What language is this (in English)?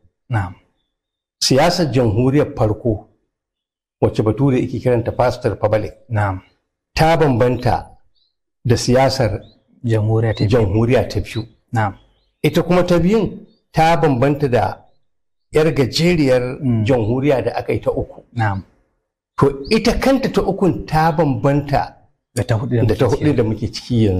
Hausa